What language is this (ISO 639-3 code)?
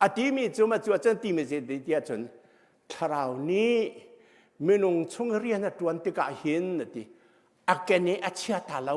cnh